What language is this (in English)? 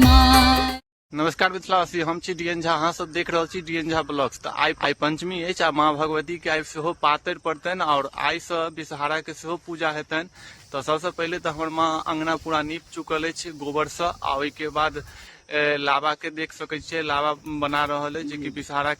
Maithili